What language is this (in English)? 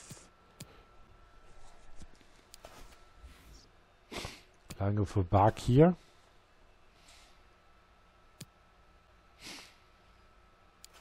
German